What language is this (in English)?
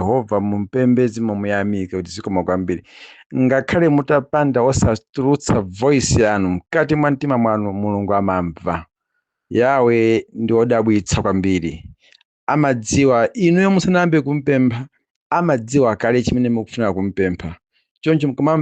Nyanja